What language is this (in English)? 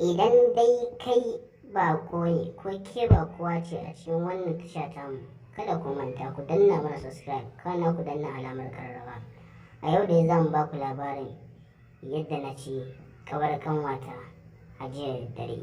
Hausa